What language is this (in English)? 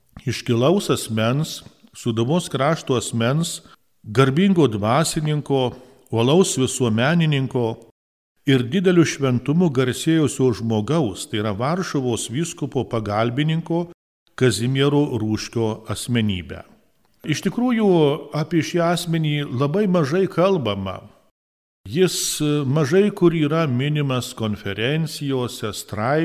Lithuanian